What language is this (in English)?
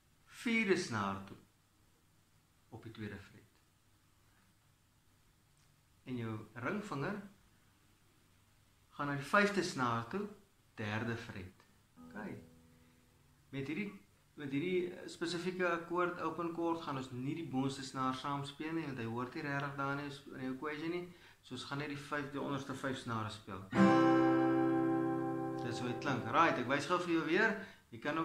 Afrikaans